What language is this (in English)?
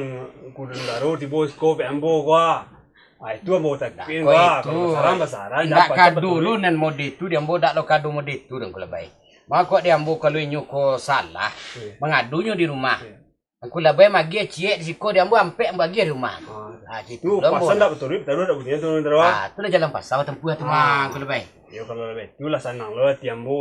Minangkabau